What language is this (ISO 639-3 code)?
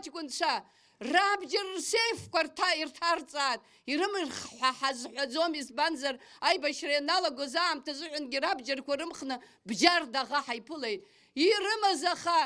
abk